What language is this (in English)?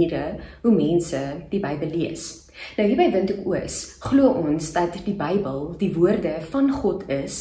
Afrikaans